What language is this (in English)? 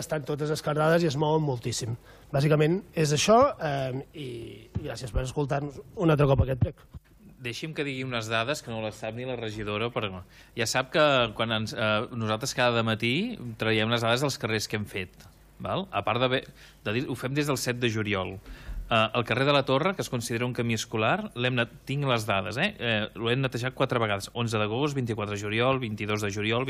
Catalan